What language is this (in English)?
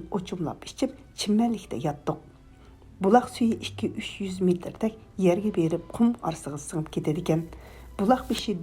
Uyghur